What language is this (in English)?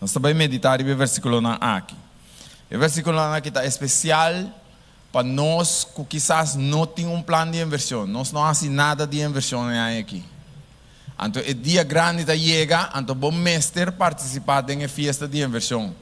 Papiamento